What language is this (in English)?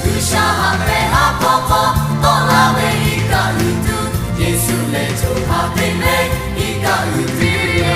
Lahu